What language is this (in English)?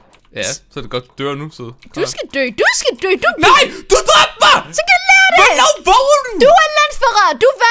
Danish